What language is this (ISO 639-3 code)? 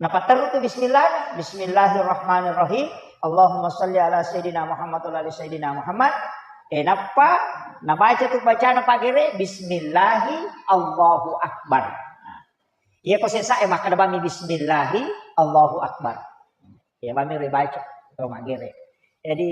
bug